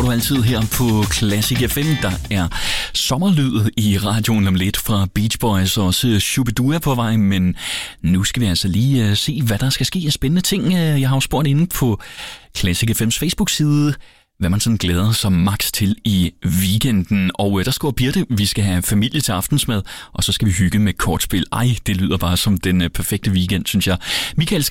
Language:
Danish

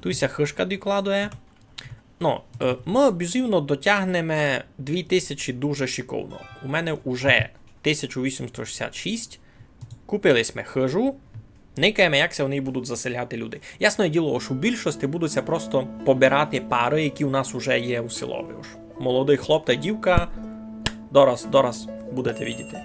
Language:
Rusyn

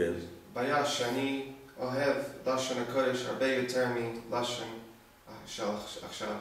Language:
Hebrew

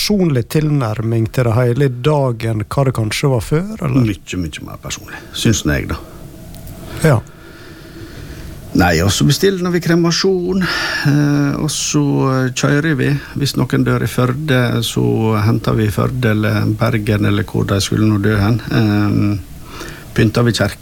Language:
Norwegian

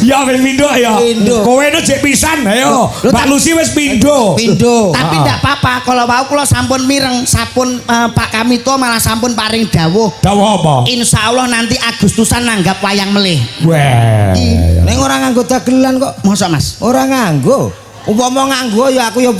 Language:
Javanese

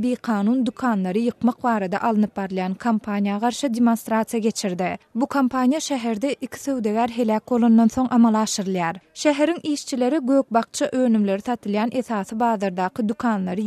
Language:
Turkmen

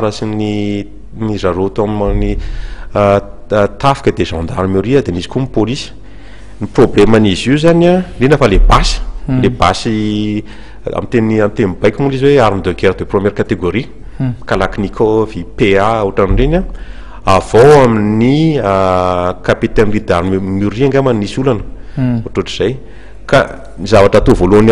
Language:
Malagasy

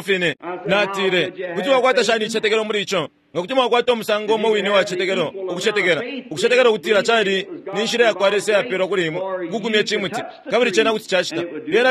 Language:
Bemba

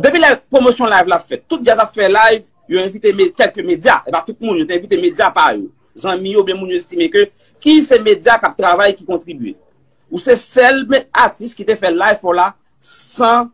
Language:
Haitian Creole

